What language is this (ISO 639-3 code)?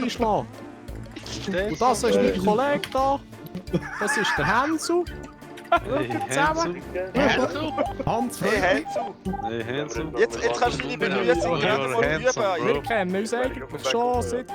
gsw